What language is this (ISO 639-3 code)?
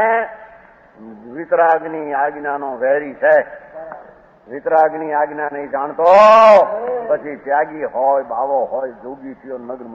guj